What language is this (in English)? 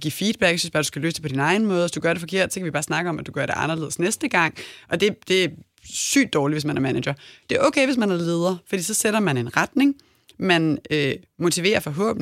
Danish